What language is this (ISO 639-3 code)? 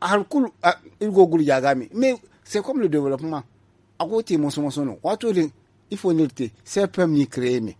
dje